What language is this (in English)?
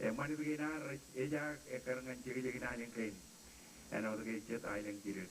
Marshallese